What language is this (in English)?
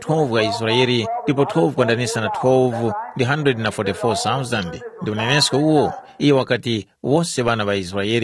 Tumbuka